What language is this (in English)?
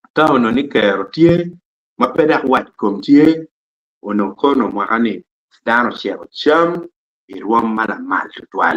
Acoli